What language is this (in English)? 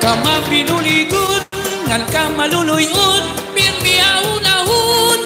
Waray